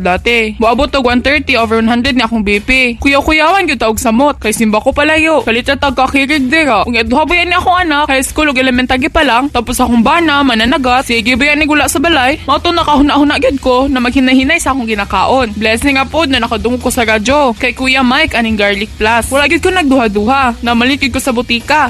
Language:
Cebuano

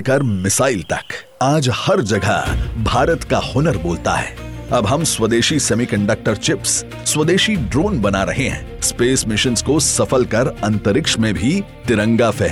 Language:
Hindi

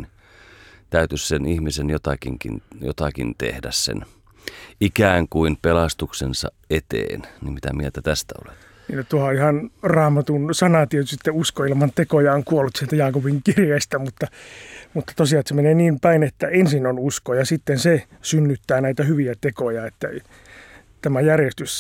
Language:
Finnish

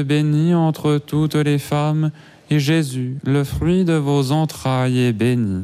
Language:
French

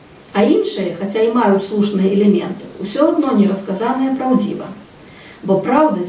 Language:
Belarusian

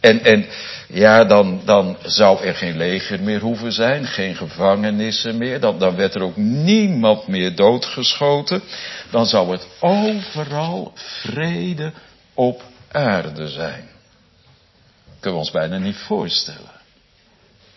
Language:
Dutch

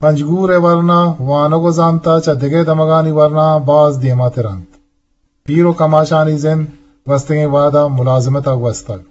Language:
Eastern Balochi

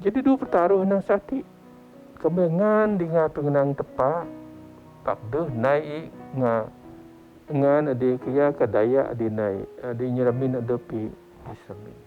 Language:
Biatah Bidayuh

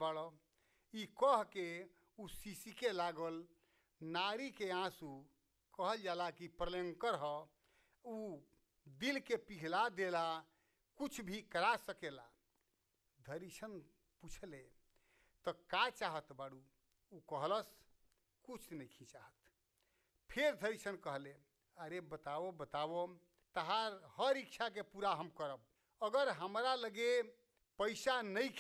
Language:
Bhojpuri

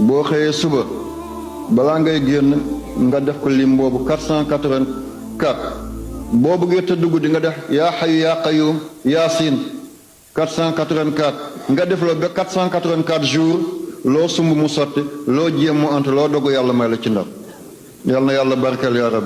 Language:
Wolof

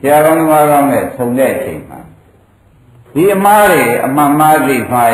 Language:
Burmese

